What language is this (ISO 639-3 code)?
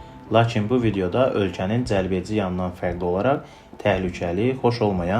aze